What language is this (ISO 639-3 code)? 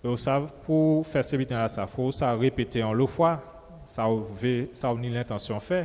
gcf